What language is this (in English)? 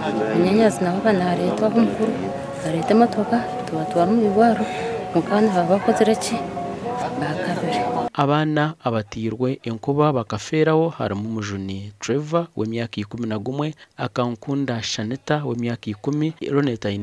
Nyankole